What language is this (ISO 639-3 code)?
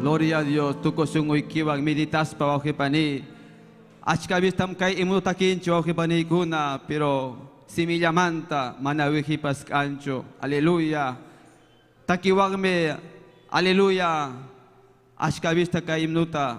quy